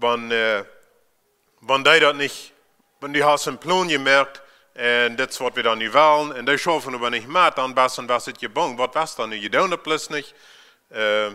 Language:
Plautdietsch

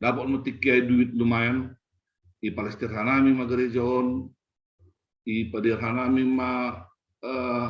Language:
Batak Simalungun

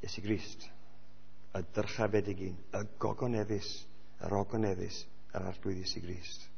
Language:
Welsh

